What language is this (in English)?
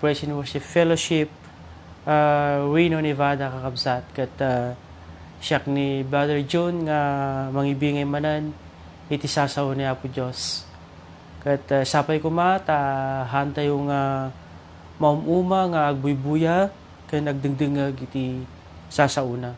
Iloko